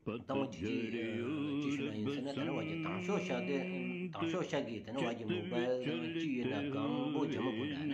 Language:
Stod Bhoti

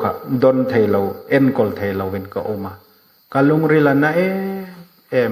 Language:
Hmar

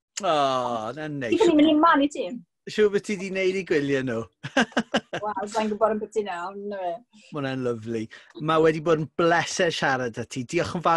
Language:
Welsh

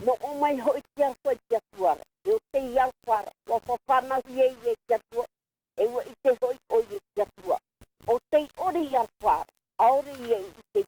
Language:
Tahitian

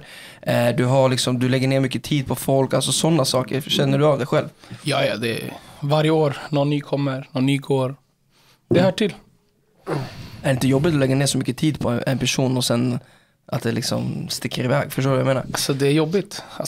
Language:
Swedish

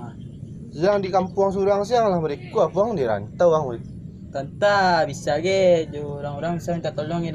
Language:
Minangkabau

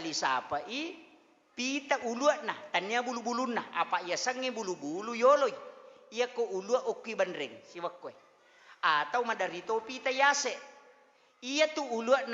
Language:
Buginese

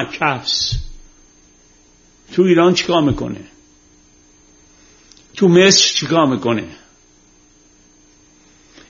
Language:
Persian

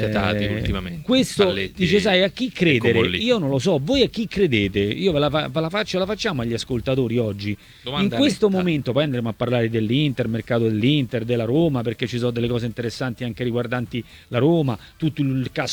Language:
Italian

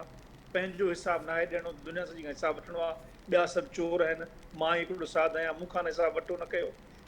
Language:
Sindhi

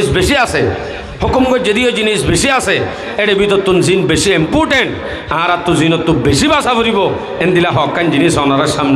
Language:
Rohingya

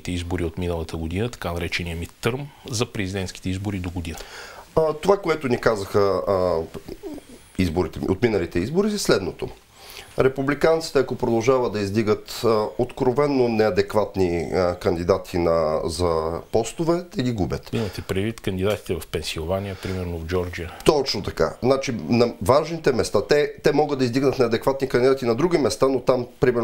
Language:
Bulgarian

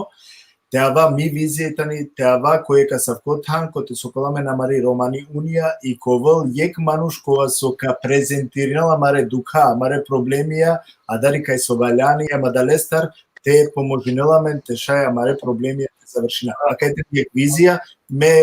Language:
Balkan Romani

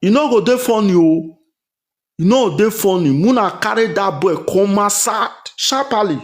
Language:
Nigerian Pidgin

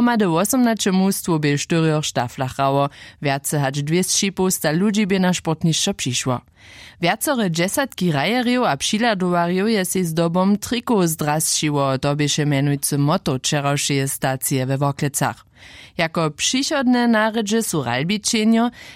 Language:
Upper Sorbian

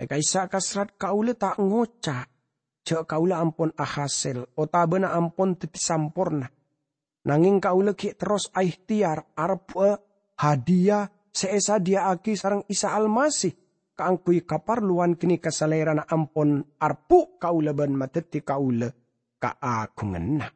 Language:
Madurese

